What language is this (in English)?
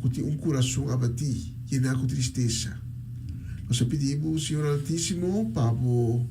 Papiamento